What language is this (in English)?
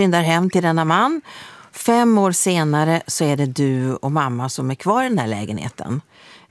Swedish